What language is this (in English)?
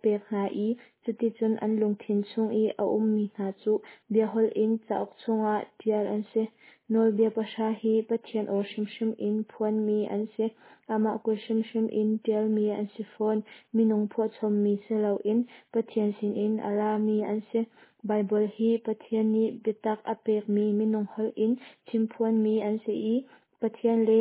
Hakha Chin